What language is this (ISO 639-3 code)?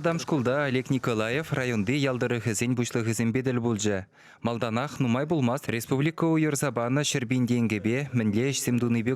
chv